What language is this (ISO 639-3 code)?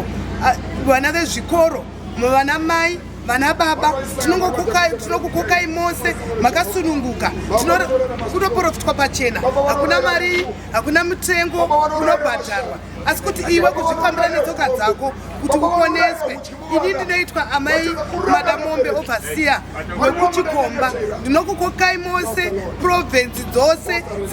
sna